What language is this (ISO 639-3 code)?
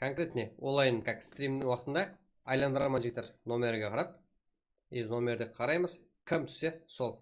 kaa